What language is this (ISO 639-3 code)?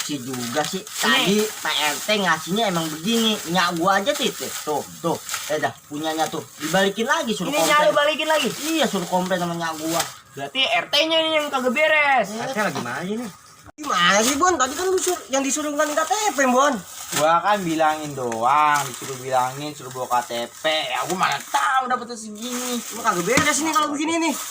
bew